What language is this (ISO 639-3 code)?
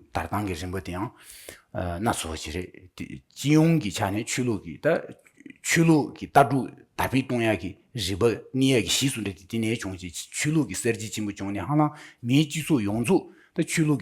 bod